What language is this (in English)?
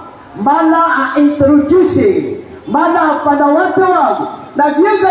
Maranao